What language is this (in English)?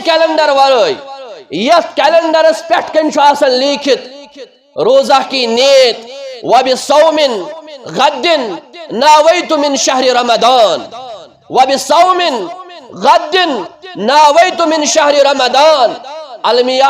Kashmiri